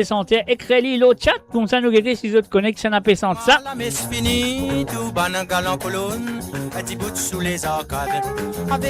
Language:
Morisyen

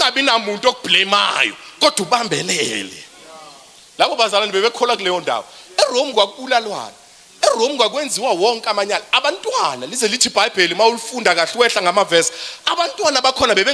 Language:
Zulu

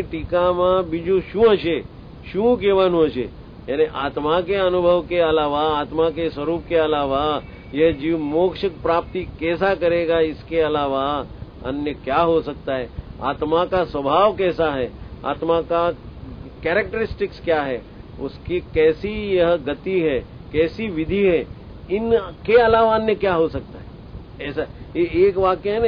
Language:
Hindi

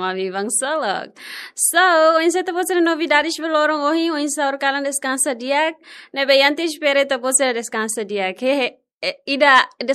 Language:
Tetum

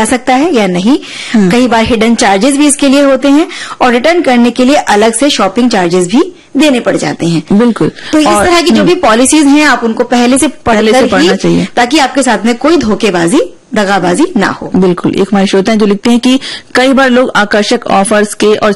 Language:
Hindi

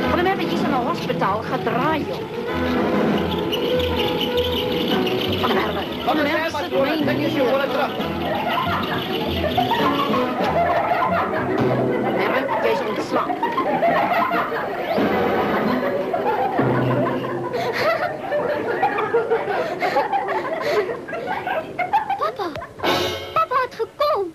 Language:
Afrikaans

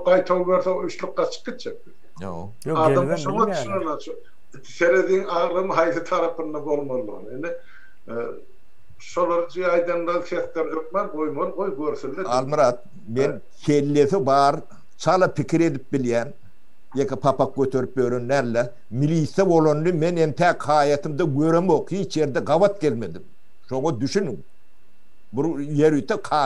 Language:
Turkmen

